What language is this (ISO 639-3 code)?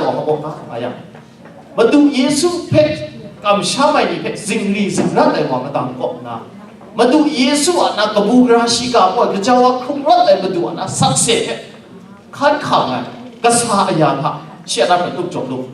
kac